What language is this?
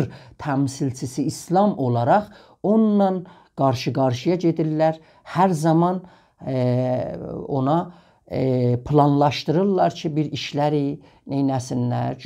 South Azerbaijani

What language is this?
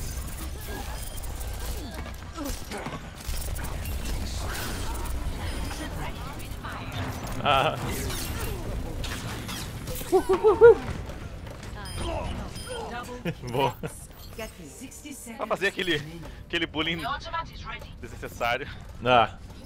Portuguese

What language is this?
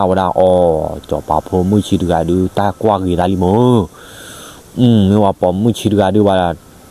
S'gaw Karen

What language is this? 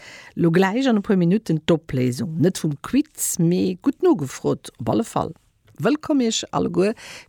Luxembourgish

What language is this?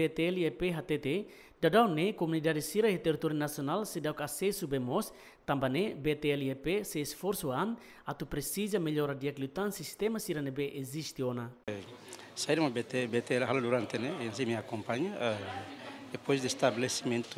Tetum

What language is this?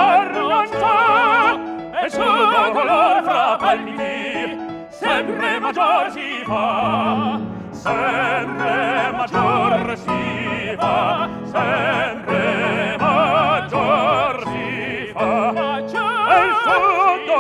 Italian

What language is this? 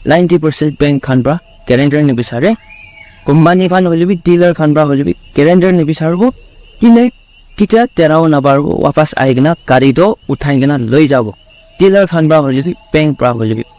Naga Pidgin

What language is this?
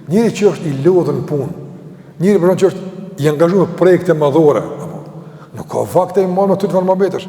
Albanian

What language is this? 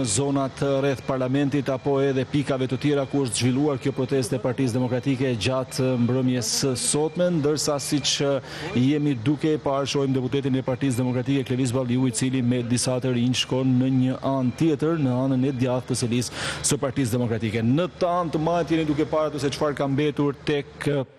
Albanian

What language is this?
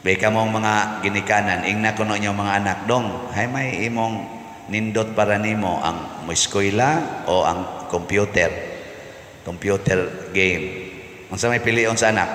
Cebuano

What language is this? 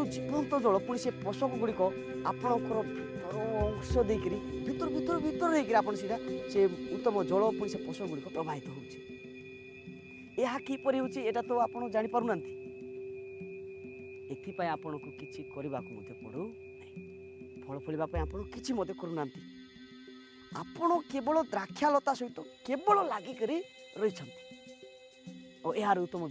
Odia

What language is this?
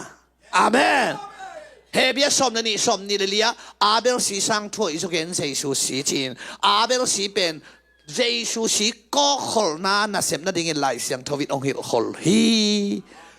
Tedim Chin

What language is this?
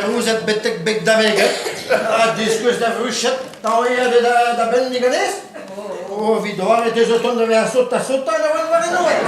Breton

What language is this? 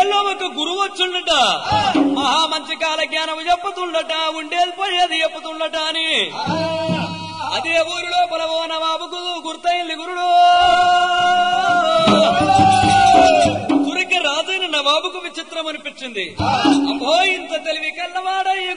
Telugu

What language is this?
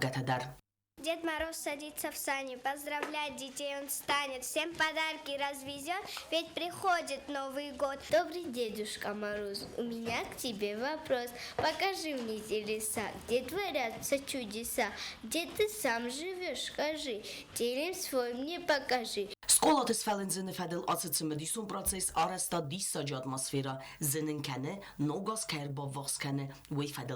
Ossetic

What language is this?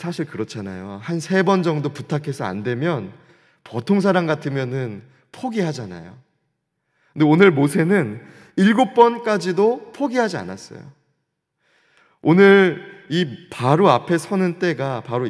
Korean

